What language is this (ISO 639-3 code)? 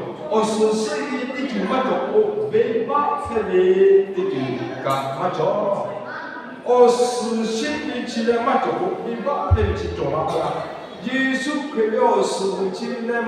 lhu